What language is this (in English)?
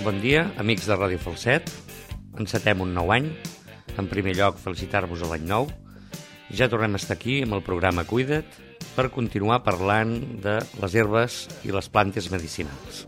Catalan